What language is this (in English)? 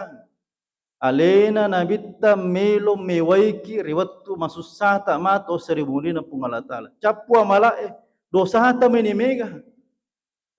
Buginese